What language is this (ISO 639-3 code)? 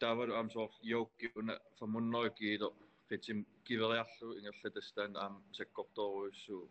kal